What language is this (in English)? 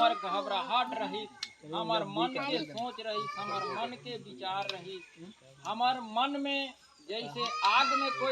Chhattisgarhi